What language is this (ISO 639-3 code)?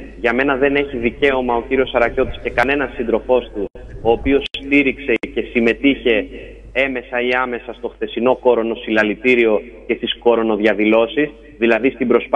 ell